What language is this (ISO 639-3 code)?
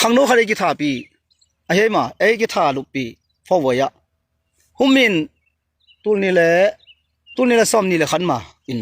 ctd